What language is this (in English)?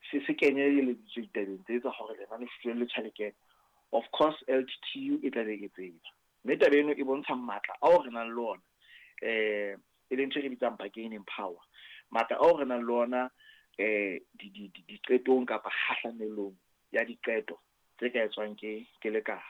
Southern Sotho